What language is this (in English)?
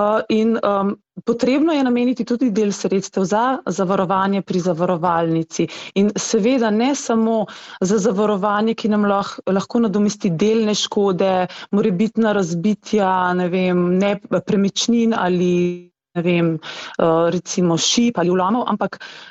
Slovenian